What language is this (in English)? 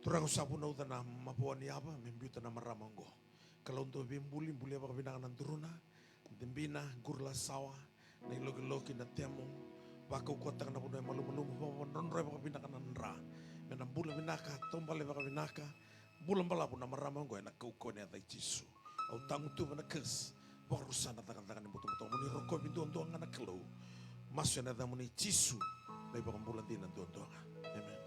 Fijian